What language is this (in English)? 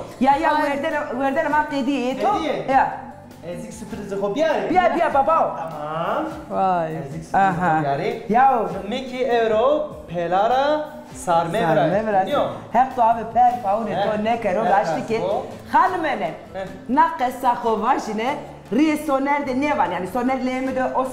Zaza